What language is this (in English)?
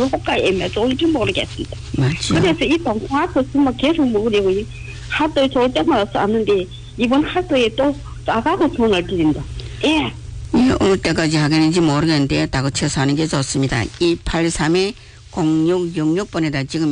Korean